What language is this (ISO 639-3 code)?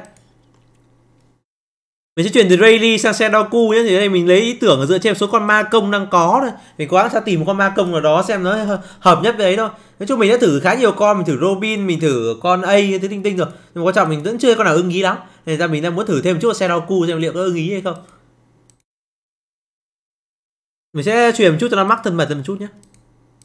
vie